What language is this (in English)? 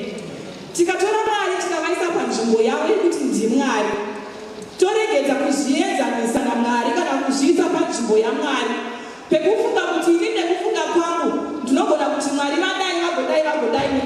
Shona